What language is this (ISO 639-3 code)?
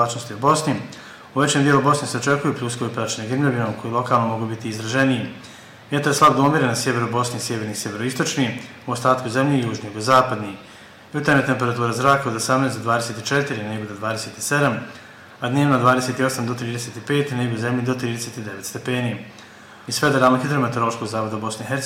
bos